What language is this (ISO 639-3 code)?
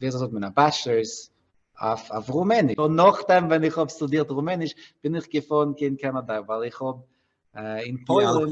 yid